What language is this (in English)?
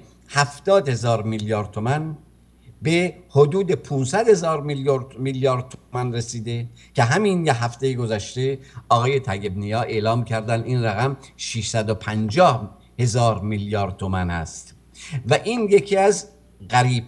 Persian